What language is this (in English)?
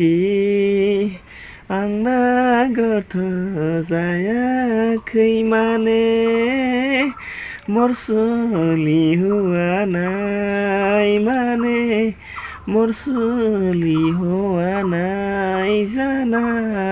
Bodo